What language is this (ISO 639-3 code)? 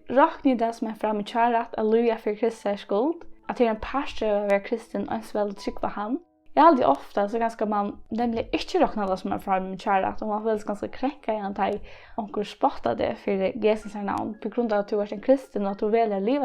fao